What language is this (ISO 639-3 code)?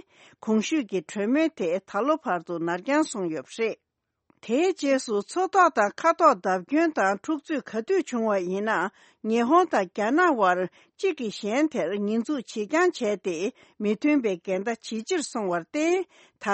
bod